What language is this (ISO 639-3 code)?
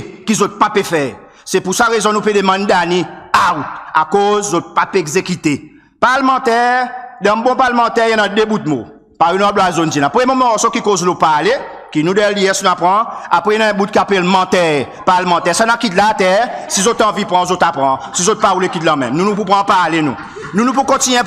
crs